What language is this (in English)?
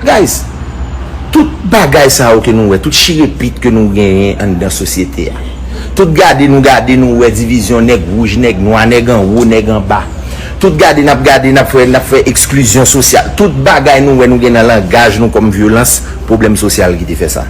Haitian Creole